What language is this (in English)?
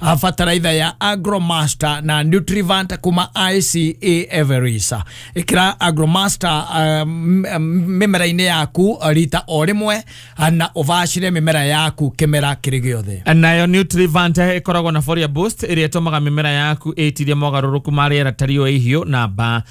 Kikuyu